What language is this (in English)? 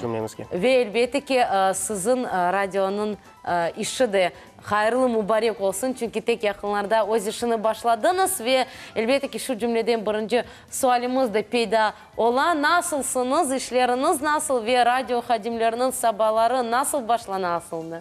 Crimean Tatar